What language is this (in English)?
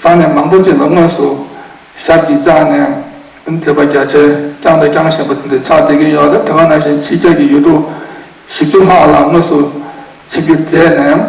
Tibetan